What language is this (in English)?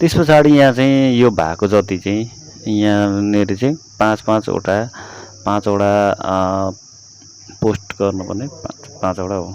Nepali